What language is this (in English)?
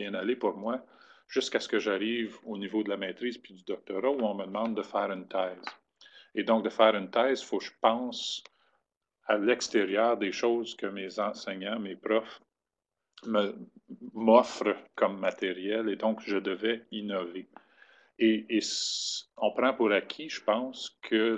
French